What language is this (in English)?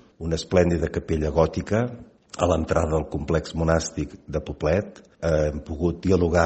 Catalan